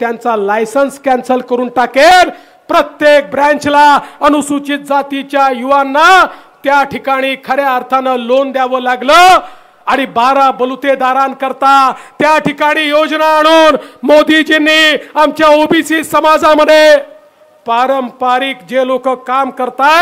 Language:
Marathi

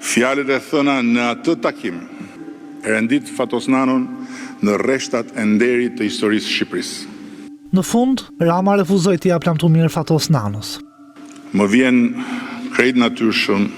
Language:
Albanian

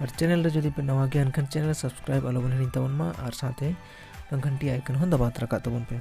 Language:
Santali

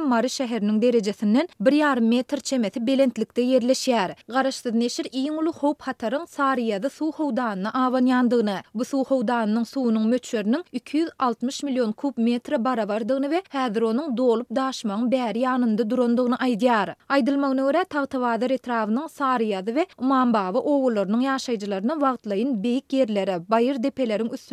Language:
Turkmen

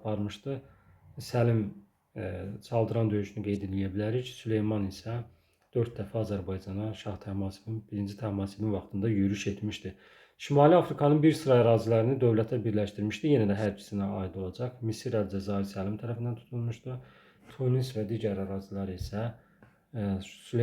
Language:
Azerbaijani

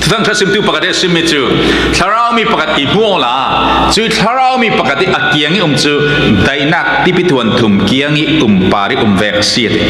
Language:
Falam Chin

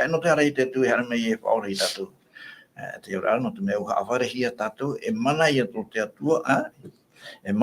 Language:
Tahitian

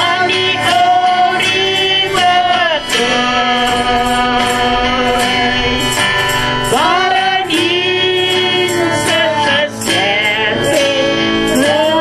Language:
Afrikaans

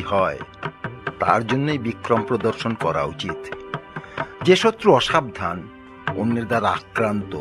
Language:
Bangla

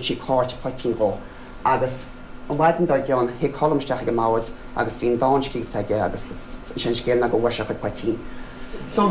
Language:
Irish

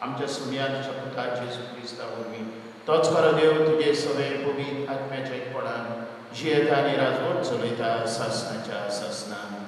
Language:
Konkani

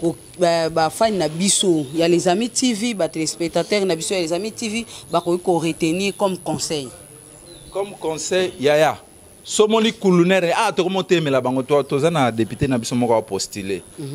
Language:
Lingala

